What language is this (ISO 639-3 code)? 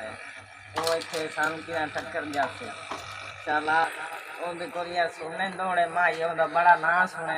skr